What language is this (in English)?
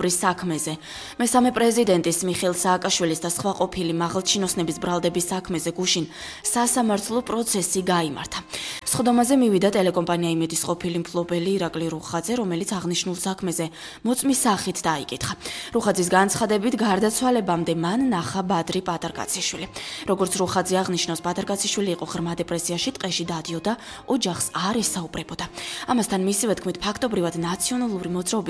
Georgian